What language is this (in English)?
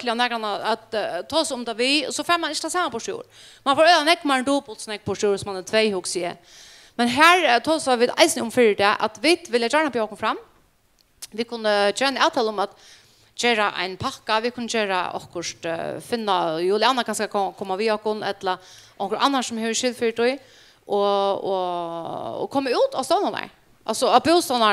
Faroese